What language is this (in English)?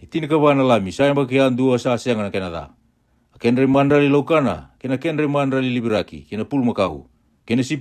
Fijian